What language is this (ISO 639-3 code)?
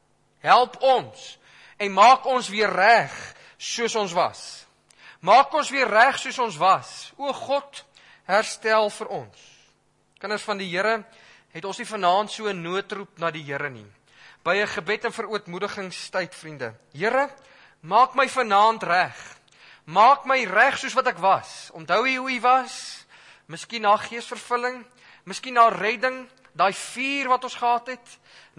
afr